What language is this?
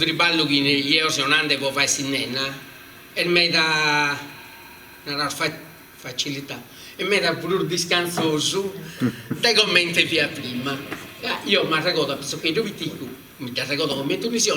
Sardinian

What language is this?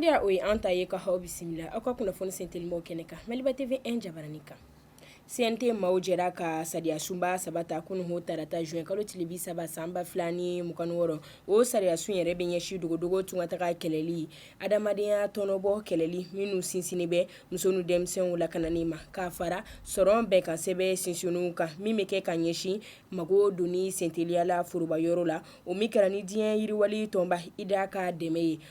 Bambara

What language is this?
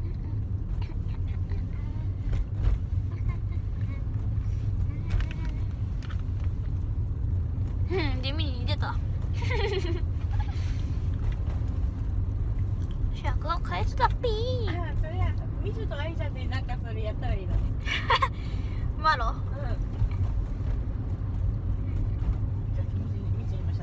Japanese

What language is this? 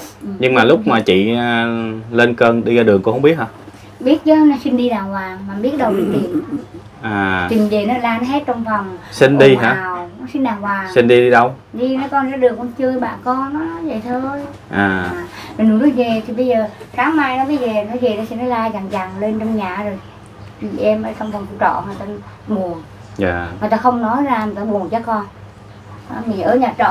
Vietnamese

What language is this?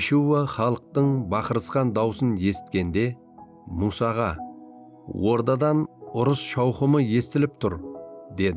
Kara-Kalpak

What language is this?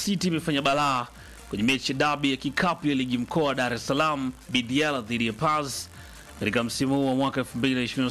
Swahili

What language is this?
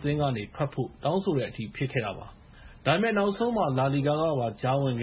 Burmese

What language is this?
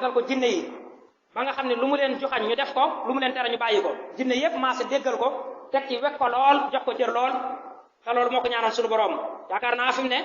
Wolof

